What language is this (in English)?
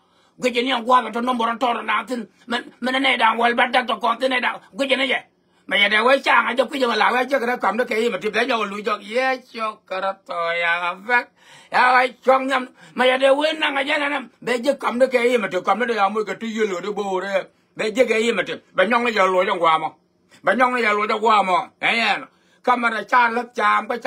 Nuer